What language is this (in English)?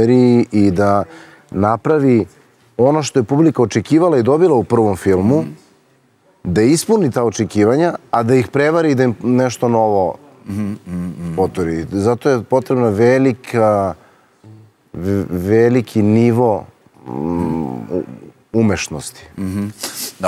Serbian